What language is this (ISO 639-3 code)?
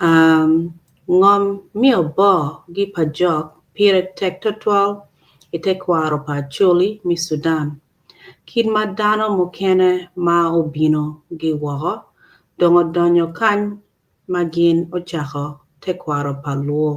ach